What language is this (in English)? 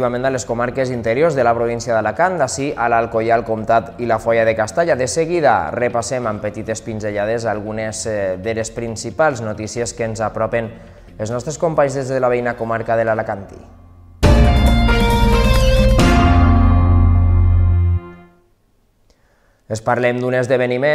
Catalan